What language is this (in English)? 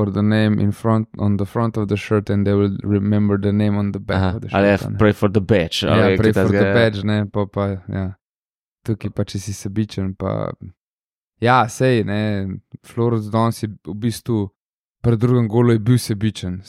Slovenian